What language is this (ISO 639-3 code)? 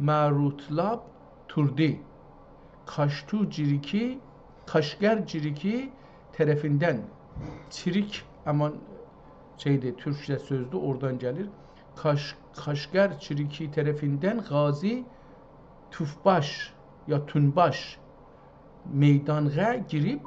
azb